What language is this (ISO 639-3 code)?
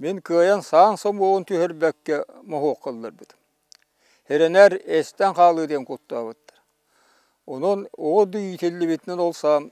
sah